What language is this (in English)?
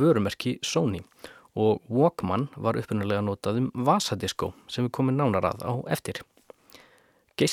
Icelandic